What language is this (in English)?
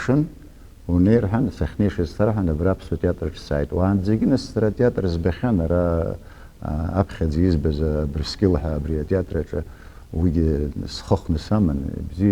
Abkhazian